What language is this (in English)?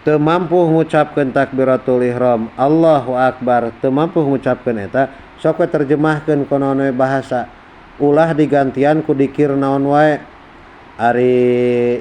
Sundanese